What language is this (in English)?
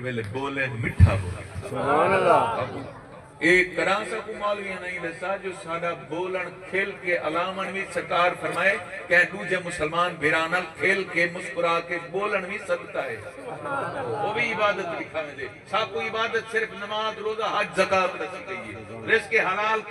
Saraiki